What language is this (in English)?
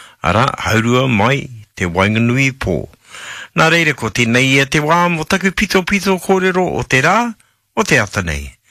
Māori